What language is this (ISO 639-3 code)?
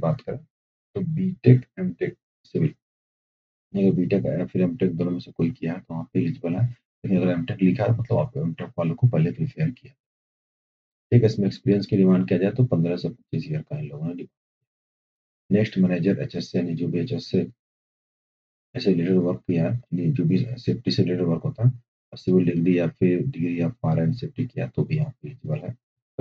hin